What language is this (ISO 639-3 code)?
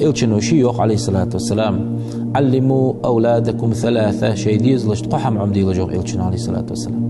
inh